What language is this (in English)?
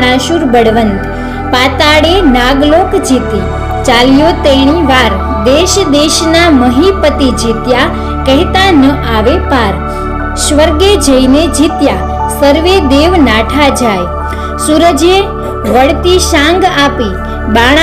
Gujarati